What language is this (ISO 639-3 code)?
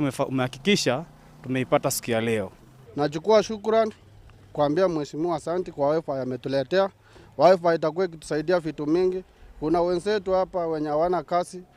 guz